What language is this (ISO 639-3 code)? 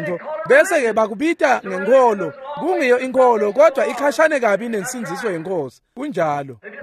ssw